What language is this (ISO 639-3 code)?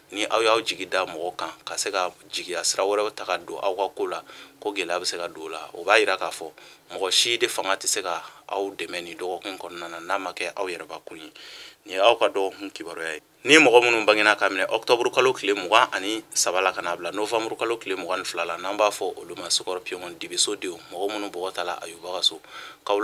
bam